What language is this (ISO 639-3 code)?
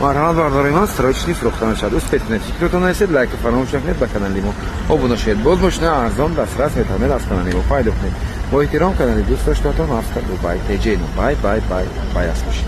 tgk